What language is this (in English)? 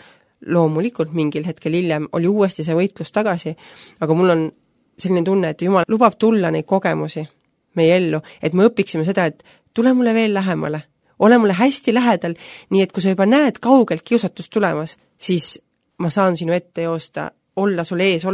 Estonian